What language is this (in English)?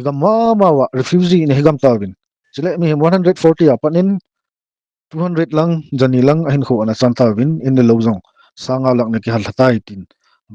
Thado Chin